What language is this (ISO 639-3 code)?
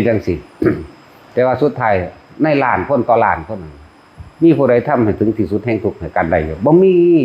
lao